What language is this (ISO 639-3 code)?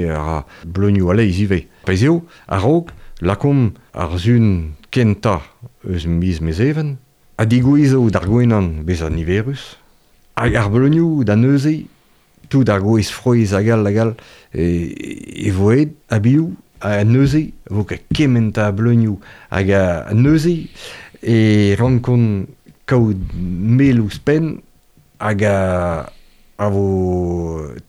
bre